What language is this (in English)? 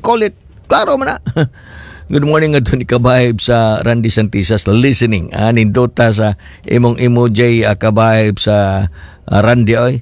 Cebuano